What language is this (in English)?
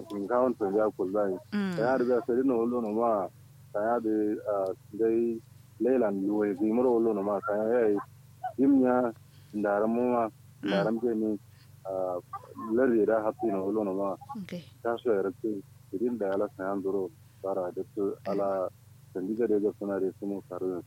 Kanuri